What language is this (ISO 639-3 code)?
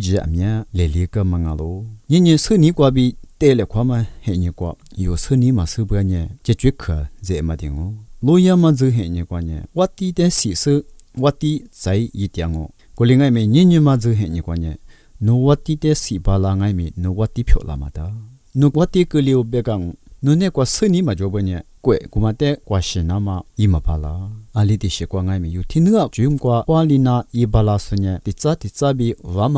lis